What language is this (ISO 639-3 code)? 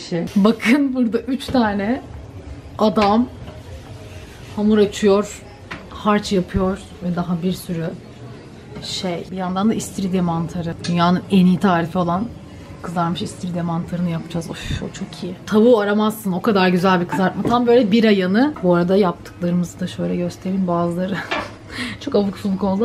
tur